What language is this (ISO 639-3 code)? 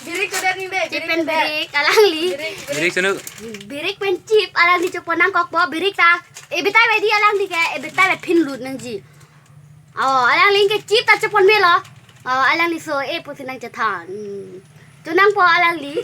mjw